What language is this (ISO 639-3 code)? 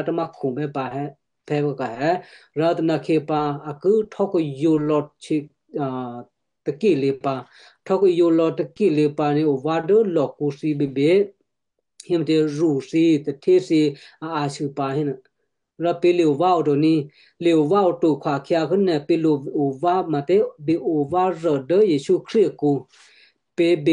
kyu